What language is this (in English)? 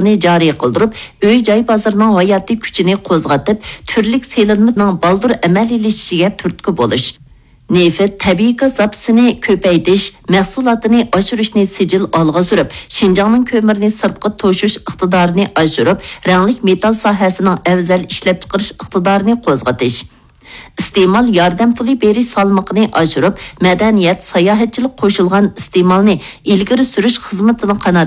Uyghur